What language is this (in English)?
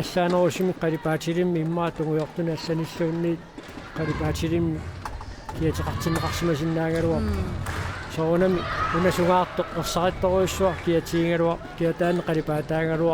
Kalaallisut